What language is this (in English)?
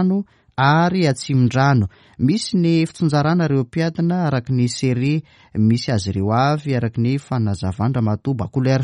Malagasy